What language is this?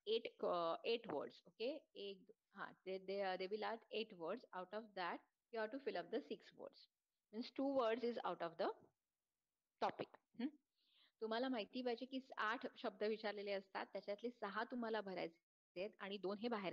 Marathi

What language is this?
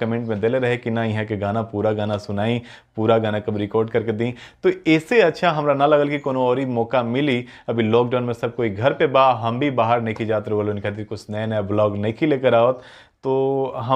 Bhojpuri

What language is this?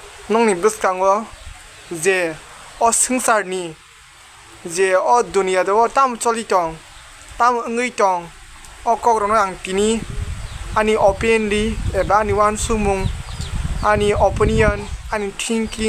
Kok Borok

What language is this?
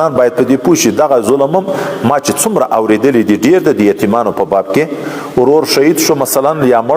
Pashto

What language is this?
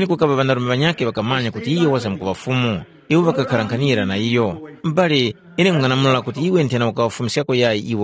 Tumbuka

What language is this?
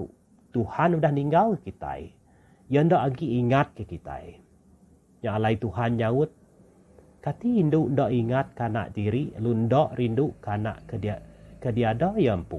Iban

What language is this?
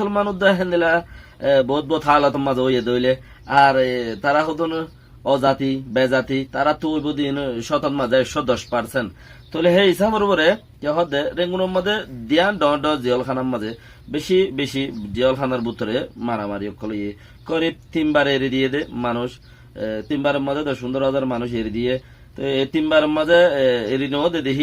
Rohingya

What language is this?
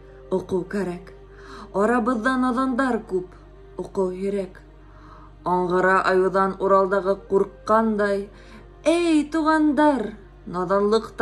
Bashkir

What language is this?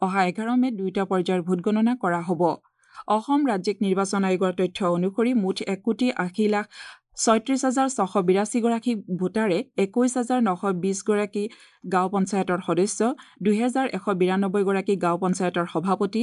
Assamese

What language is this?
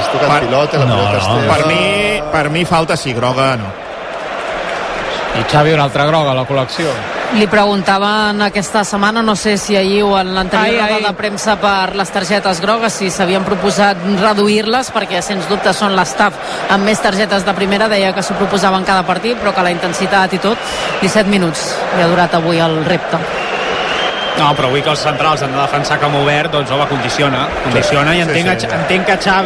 Catalan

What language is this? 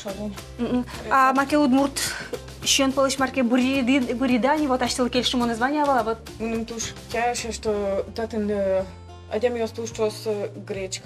Udmurt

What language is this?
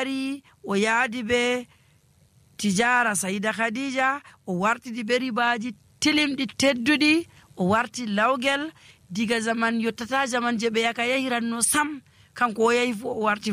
Nigerian Fulfulde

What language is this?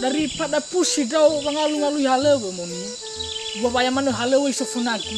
Nias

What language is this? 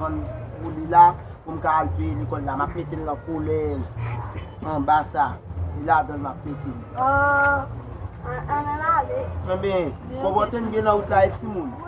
Haitian Creole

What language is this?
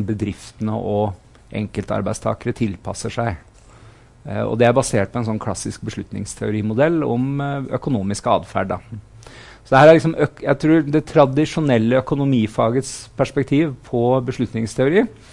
Norwegian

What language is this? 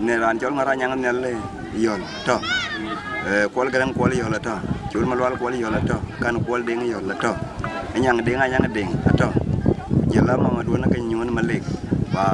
Dinka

